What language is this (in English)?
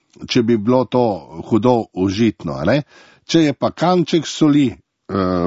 Slovenian